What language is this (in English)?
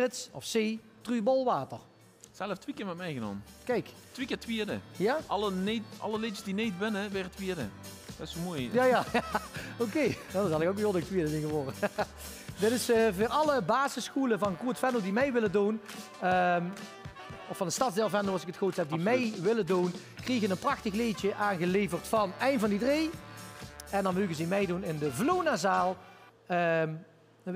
Limburgish